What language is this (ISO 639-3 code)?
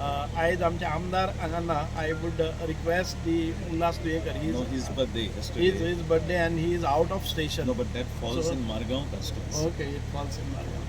kok